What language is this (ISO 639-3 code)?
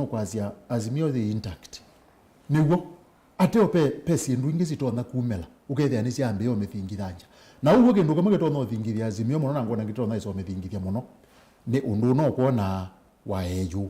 kam